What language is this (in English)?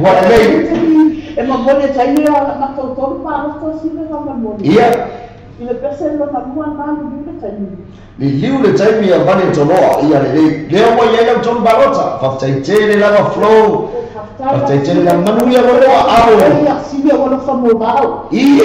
Samoan